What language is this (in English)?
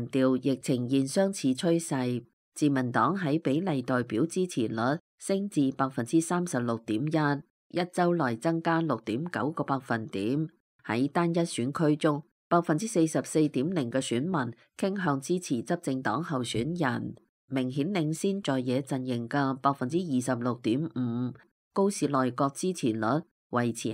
Cantonese